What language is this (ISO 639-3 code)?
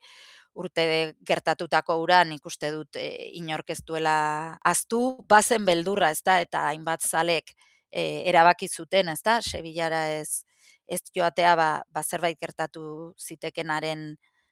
eus